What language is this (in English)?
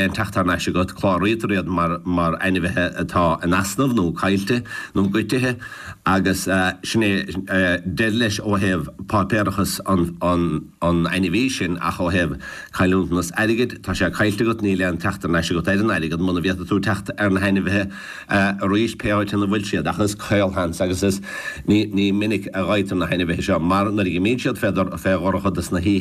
Irish